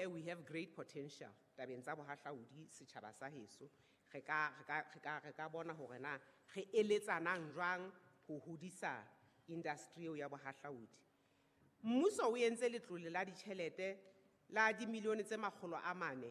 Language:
Southern Sotho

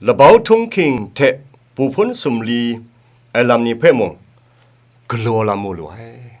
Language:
Kachin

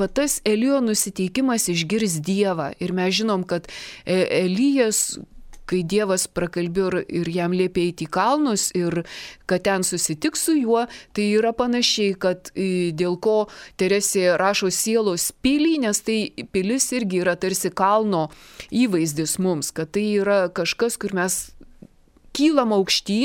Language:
Lithuanian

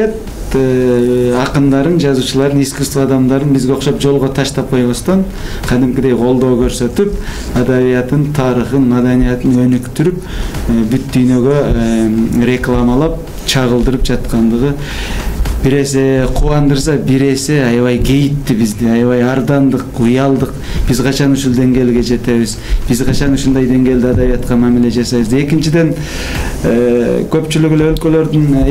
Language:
Kyrgyz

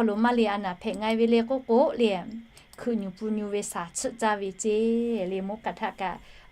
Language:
Lahu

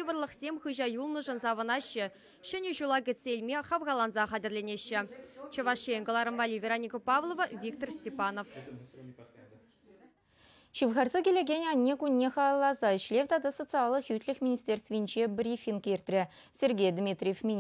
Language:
Chuvash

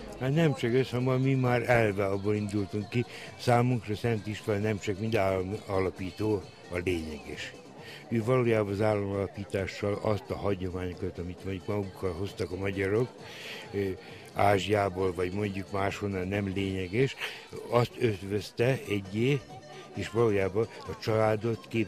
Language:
Hungarian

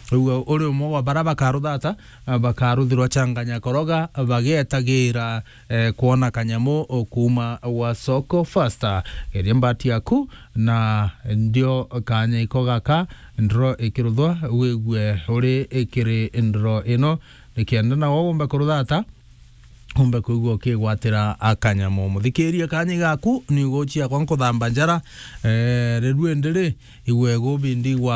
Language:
Meru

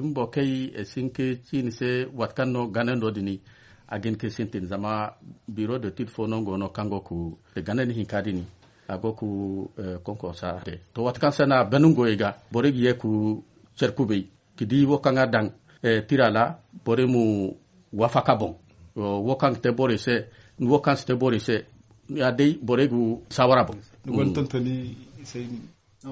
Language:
Zarma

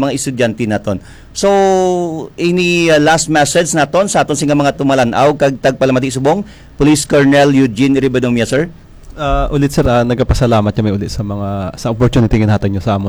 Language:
Hiligaynon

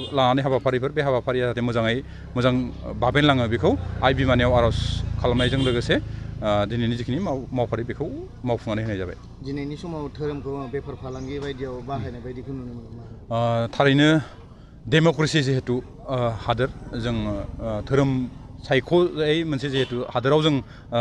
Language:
Bodo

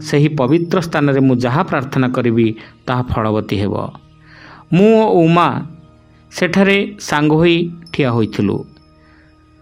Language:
Odia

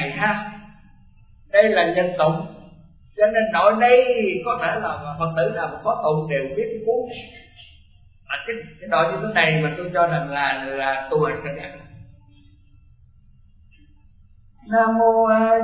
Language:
Vietnamese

